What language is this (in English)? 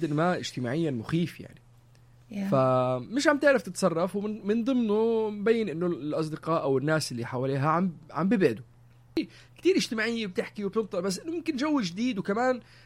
North Levantine Arabic